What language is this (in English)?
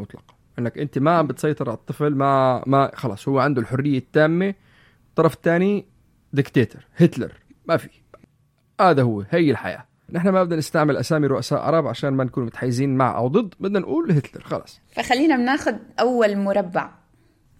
North Levantine Arabic